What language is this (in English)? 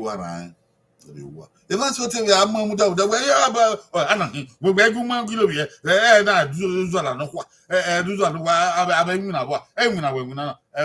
Bini